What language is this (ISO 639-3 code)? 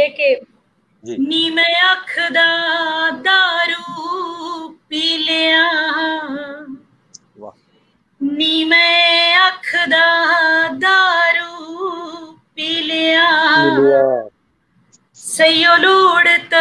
pan